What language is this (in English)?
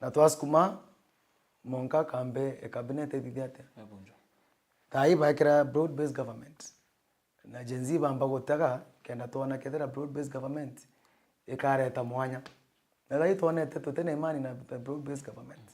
Meru